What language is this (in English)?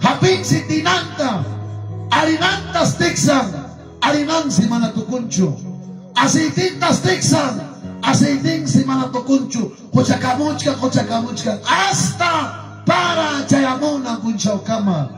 Ayacucho Quechua